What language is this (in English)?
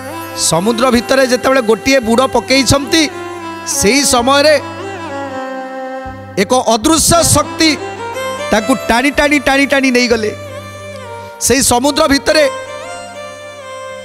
Odia